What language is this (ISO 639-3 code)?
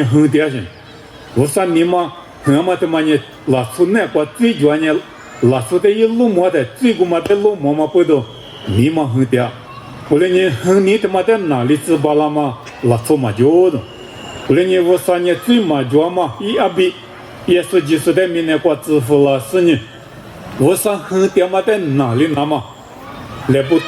lis